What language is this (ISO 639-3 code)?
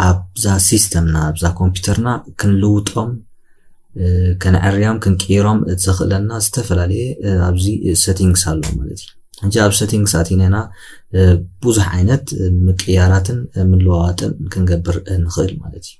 tir